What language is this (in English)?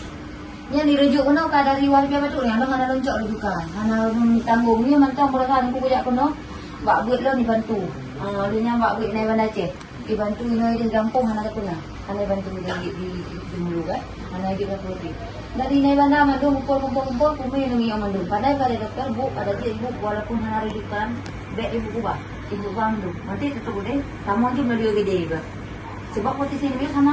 Achinese